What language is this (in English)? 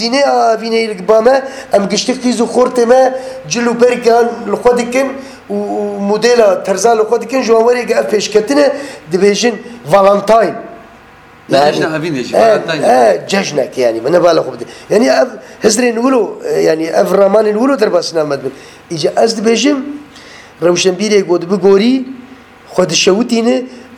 Kurdish